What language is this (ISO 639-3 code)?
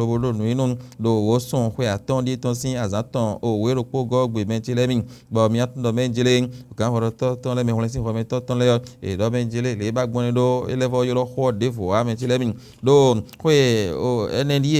fon